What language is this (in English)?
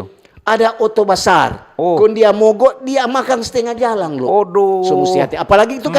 Manado Malay